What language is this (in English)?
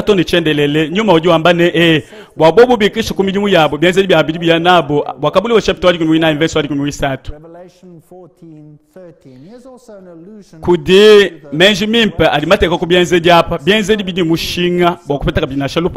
Luba-Lulua